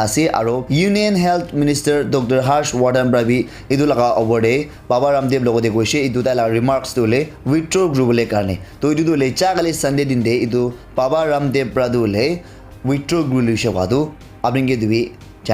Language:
Naga Pidgin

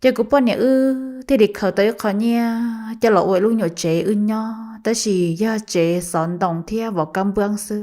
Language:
Hmong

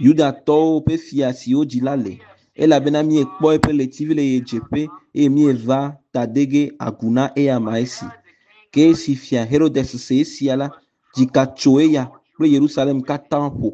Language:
Ewe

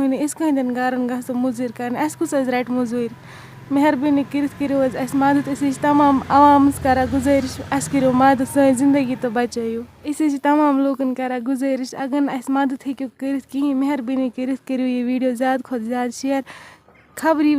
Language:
Kashmiri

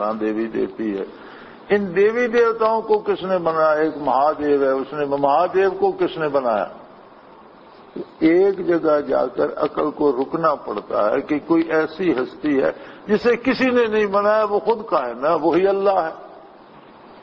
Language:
Urdu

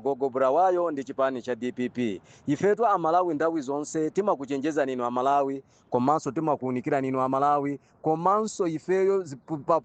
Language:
Nyanja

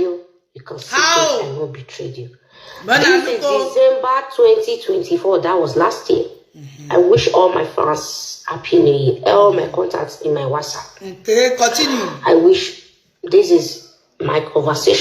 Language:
Nigerian Pidgin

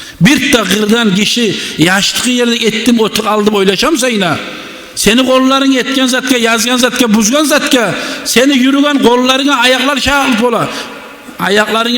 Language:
Kumyk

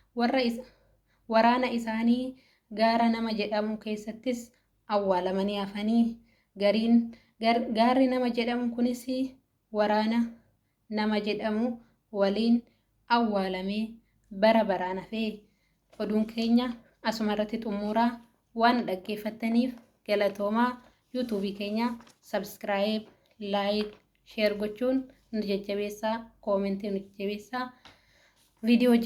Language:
Oromo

